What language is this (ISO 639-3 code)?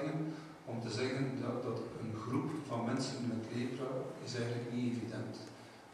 nld